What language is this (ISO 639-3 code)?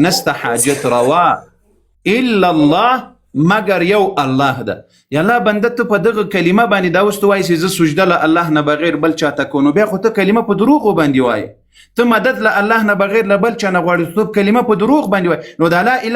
pus